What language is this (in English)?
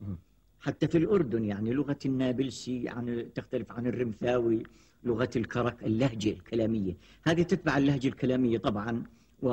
Gulf Arabic